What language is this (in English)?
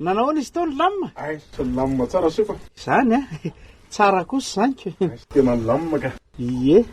Malagasy